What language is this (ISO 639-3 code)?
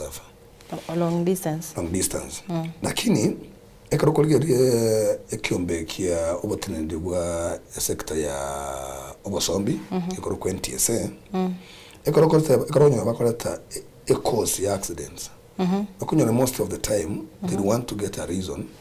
guz